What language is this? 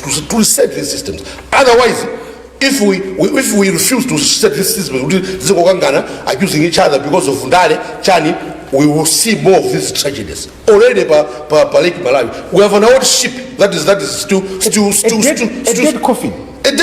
Nyanja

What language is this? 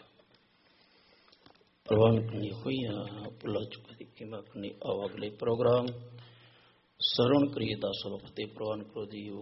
Punjabi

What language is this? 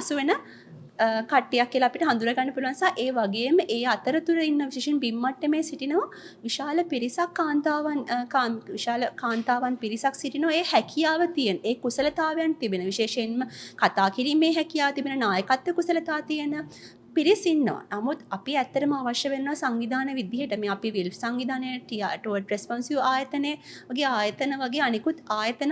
Sinhala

